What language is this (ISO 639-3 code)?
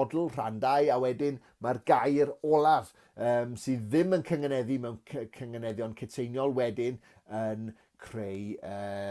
cym